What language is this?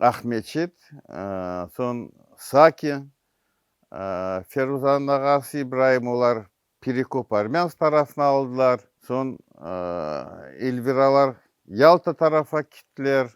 Crimean Tatar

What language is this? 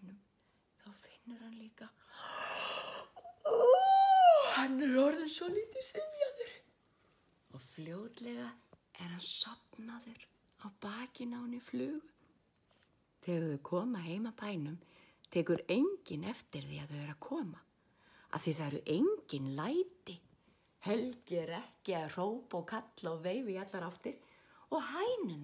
Icelandic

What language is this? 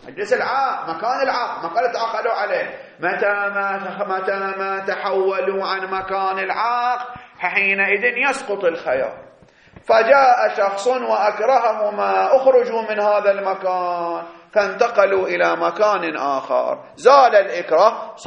Arabic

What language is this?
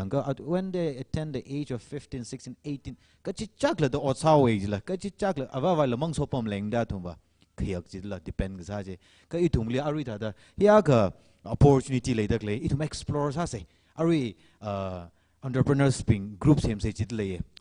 Tangkhul Naga (India)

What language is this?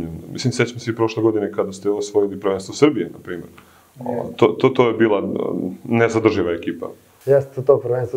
Serbian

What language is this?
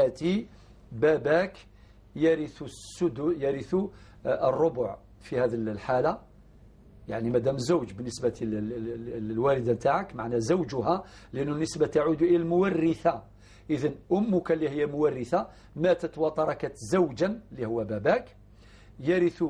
Algerian Arabic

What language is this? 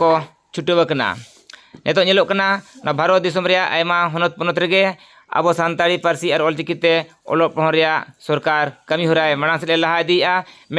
Santali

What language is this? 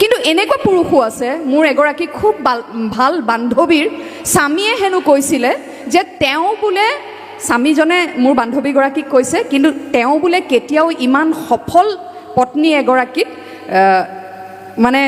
Assamese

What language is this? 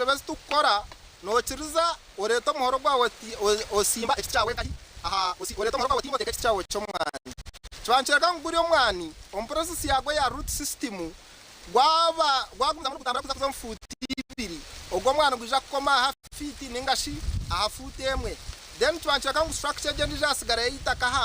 Nyankole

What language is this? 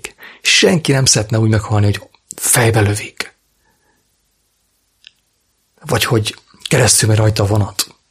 Hungarian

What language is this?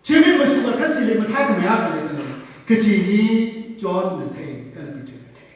Tangkhul Naga (India)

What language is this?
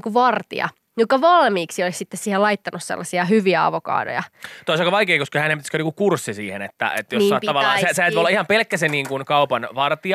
Finnish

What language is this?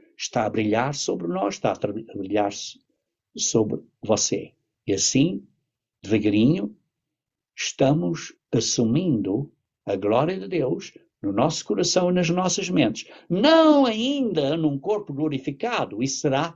Portuguese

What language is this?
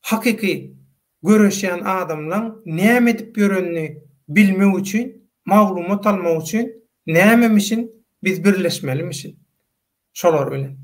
Turkmen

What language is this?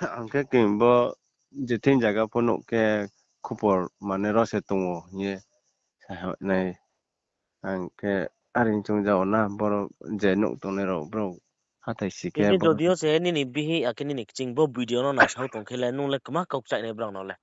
Riang (India)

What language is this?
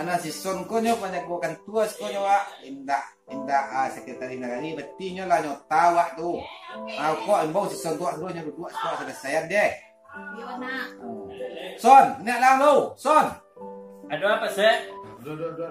Minangkabau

